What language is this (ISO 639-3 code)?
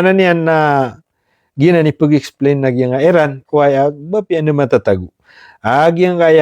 mrw